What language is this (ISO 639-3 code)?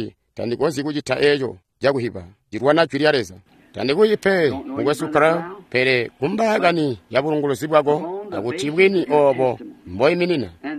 toi